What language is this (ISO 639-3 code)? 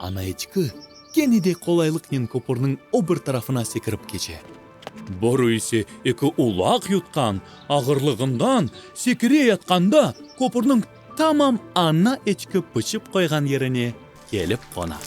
crh